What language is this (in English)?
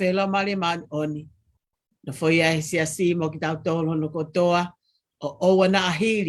Tongan